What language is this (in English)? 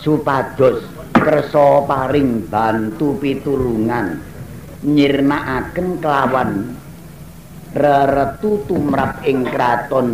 Javanese